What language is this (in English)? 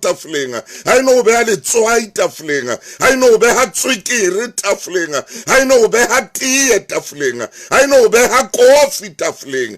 Southern Sotho